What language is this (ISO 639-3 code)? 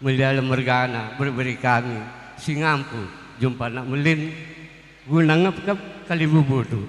btx